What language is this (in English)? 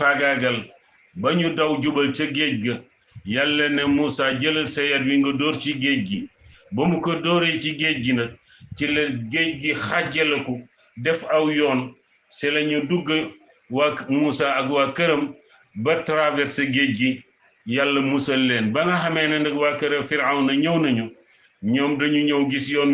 Wolof